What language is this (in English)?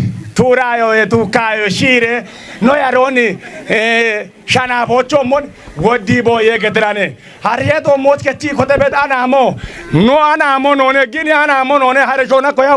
Kafa